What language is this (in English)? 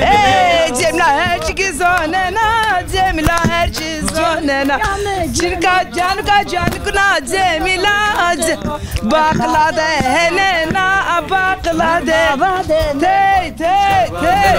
Zaza